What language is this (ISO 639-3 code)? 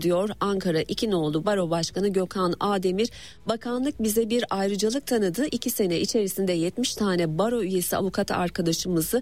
tur